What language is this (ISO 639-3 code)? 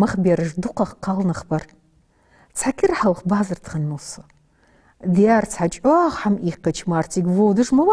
inh